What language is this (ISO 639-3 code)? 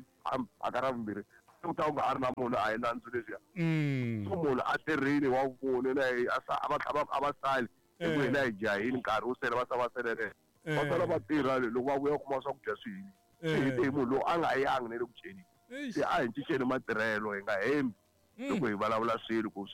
tso